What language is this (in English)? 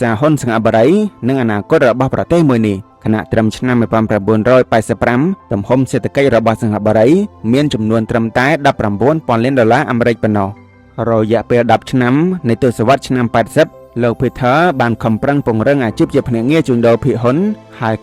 Khmer